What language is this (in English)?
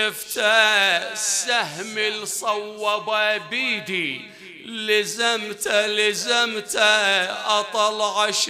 Mesopotamian Arabic